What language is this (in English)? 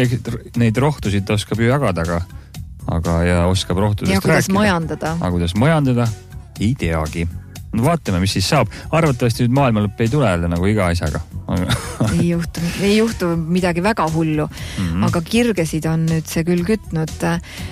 Estonian